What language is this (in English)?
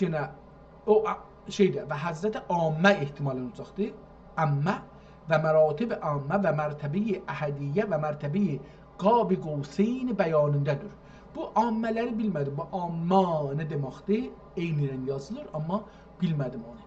South Azerbaijani